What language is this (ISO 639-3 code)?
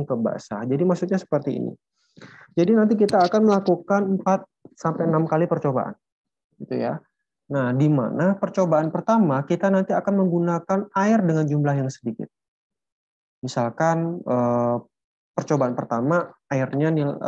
ind